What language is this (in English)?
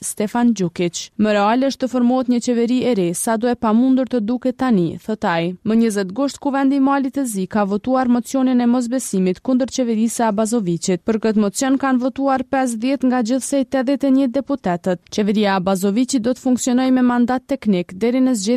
Albanian